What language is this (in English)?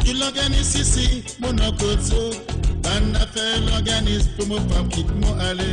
Morisyen